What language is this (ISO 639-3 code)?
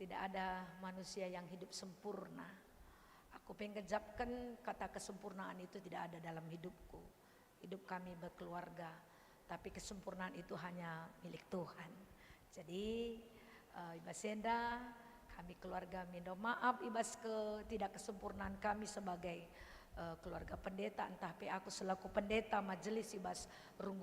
btx